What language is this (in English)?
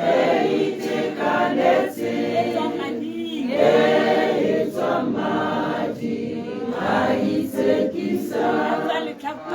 Tswana